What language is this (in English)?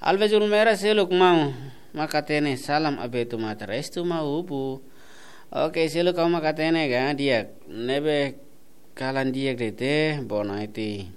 Tetum